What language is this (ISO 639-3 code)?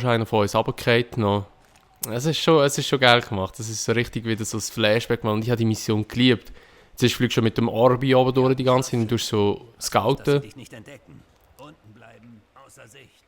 gsw